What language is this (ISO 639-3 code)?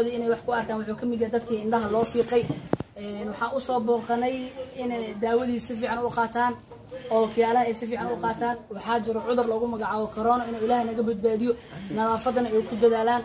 som